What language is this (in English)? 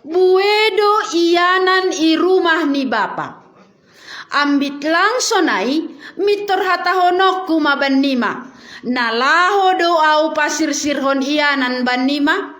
Batak Simalungun